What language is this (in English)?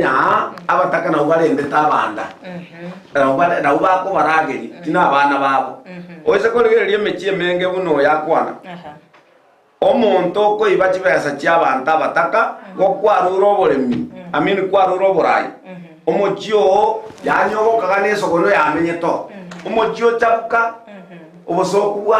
Gusii